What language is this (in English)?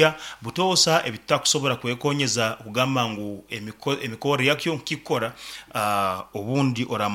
Nyoro